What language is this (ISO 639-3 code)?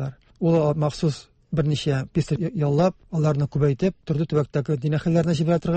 tat